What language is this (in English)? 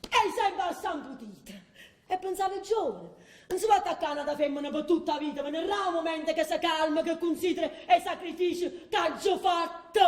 Neapolitan